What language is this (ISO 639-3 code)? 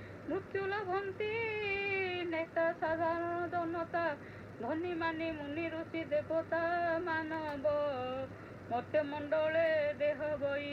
ori